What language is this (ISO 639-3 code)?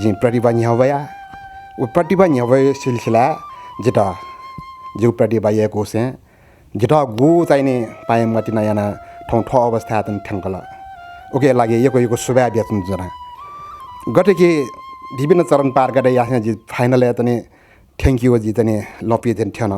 new